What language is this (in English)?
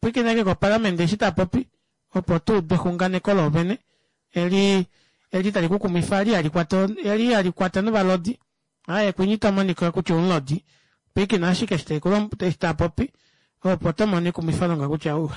Kuanyama